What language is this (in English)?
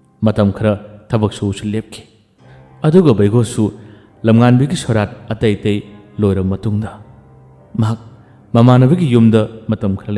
Manipuri